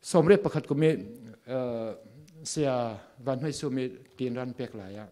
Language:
Falam Chin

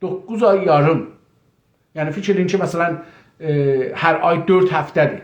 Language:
South Azerbaijani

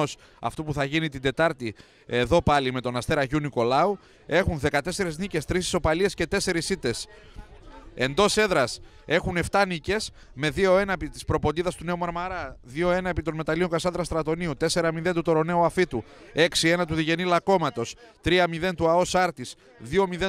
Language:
Greek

